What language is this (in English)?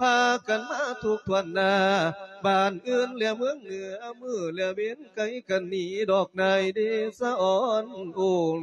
Lao